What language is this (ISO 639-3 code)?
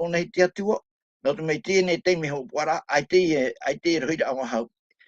tah